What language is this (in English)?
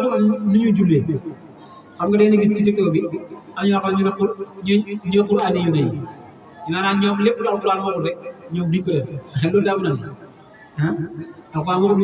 Wolof